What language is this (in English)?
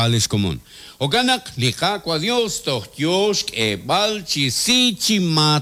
Kekchí